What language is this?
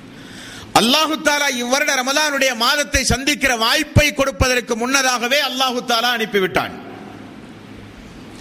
Tamil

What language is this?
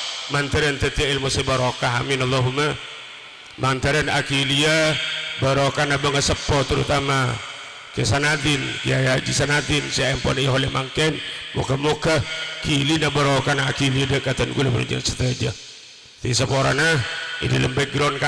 Madurese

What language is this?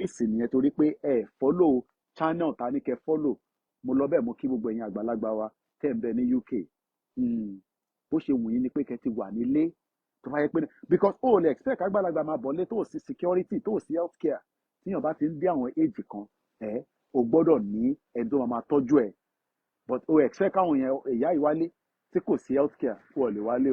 Yoruba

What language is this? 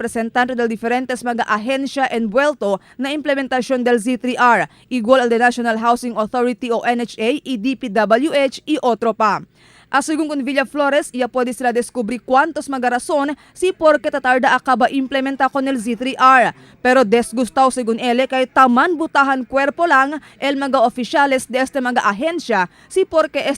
Chavacano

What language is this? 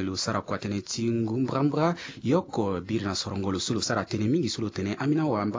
Sango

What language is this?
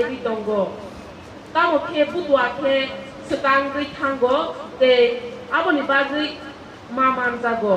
Kok Borok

